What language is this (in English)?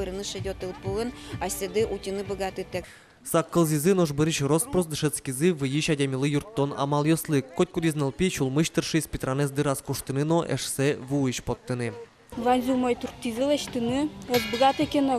Udmurt